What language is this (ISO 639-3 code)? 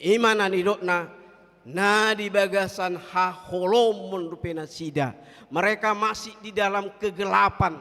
bbc